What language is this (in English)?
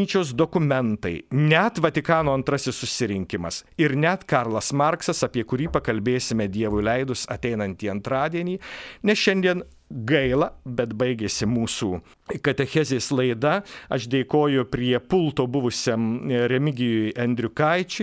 Lithuanian